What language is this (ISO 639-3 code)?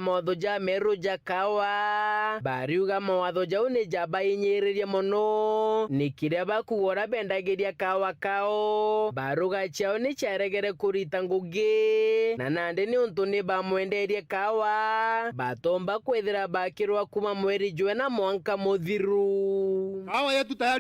mer